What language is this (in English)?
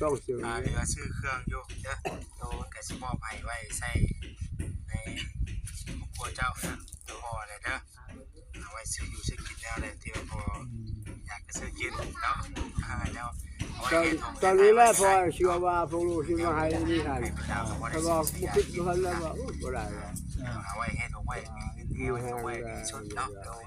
Northeastern Thai